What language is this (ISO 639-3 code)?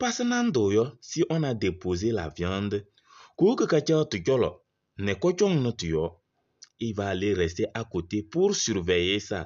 kbp